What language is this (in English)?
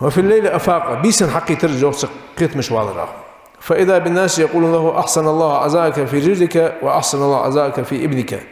Ingush